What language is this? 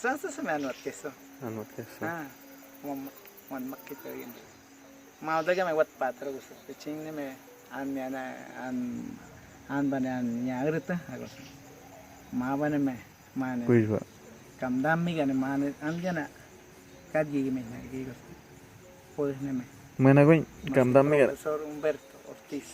Awa-Cuaiquer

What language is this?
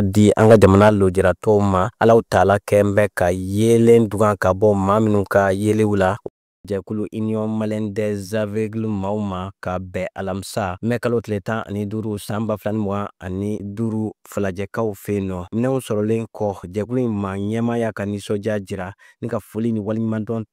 Bambara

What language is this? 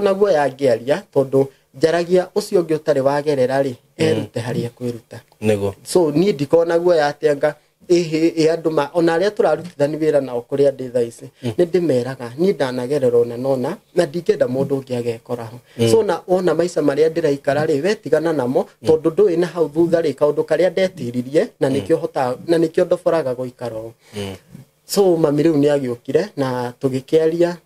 Kikuyu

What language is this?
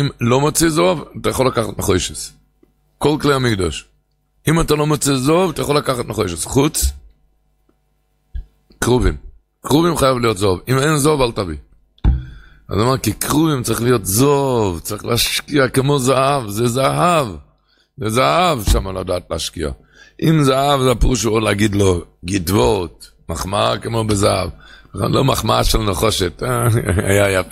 Hebrew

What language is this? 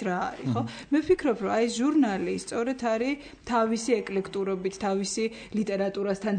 Georgian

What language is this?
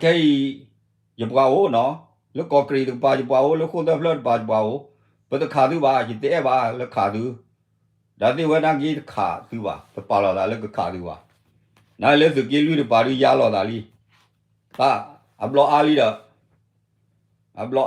S'gaw Karen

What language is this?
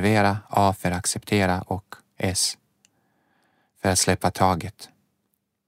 Swedish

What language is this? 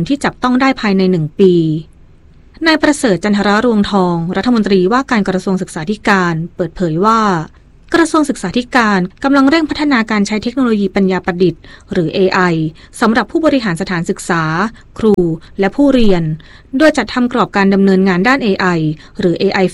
Thai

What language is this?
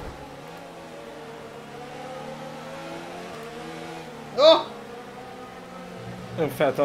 Hungarian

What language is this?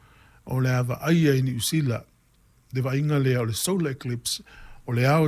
Samoan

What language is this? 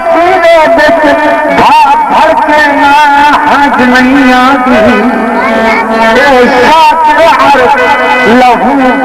Saraiki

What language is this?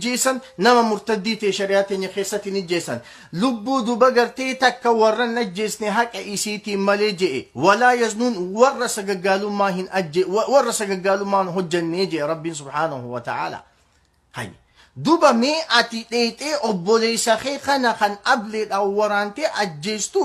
Oromo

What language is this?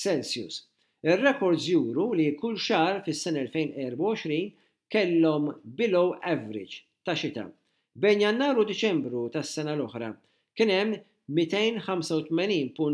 Maltese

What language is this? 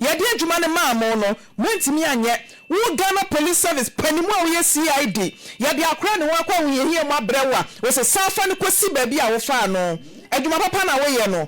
Akan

